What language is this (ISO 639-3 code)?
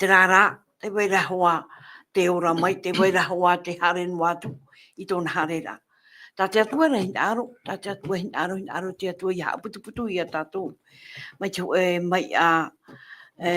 tah